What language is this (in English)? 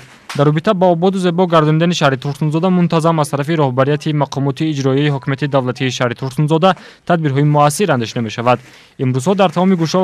Tajik